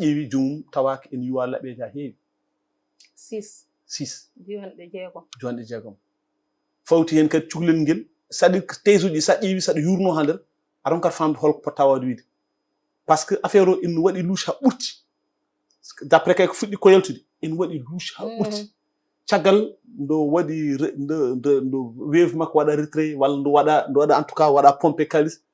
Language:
Fula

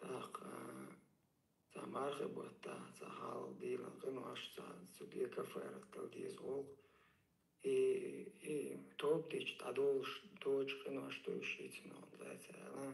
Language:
Chechen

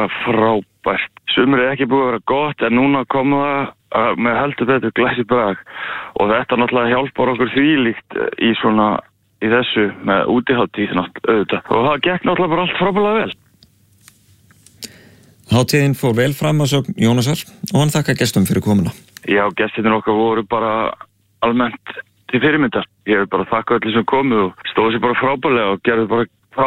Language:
Icelandic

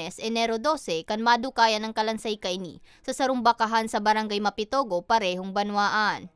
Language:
Bikol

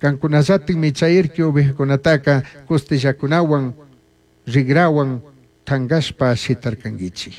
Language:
Chimborazo Highland Quichua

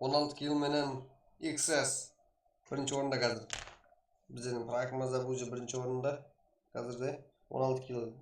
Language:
Kara-Kalpak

